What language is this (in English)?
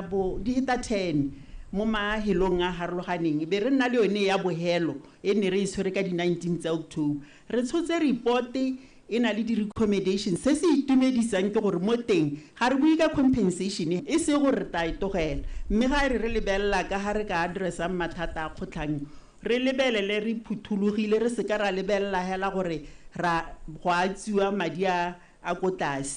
Tswana